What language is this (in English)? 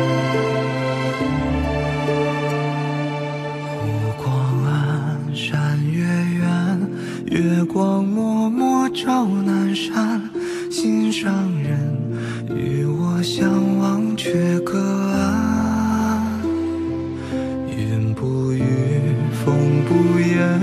Chinese